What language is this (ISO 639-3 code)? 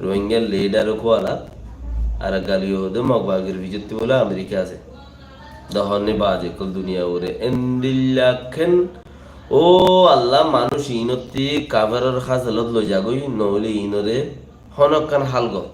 rhg